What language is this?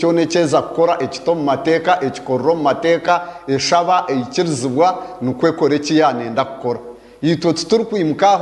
Nyankole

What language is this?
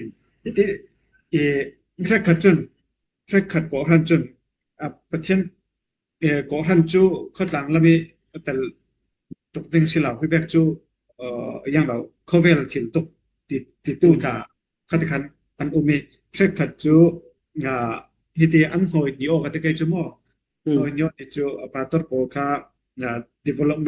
Falam Chin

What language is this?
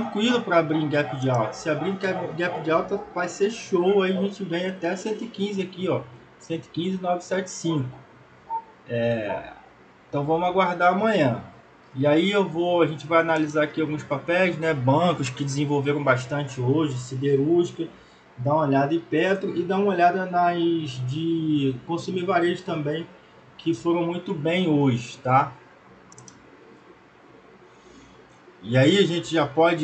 Portuguese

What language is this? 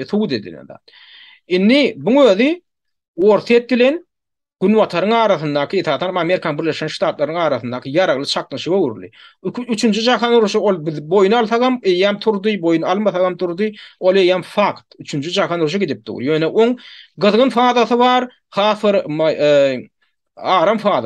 Turkmen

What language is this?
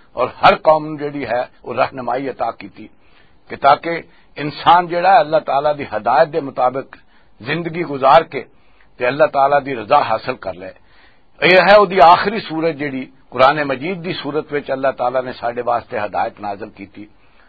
Western Panjabi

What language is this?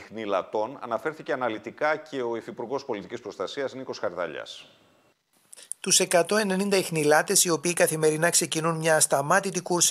Greek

